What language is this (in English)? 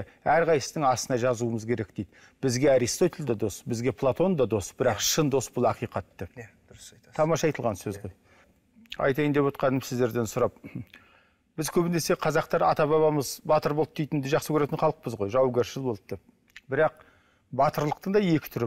Kazakh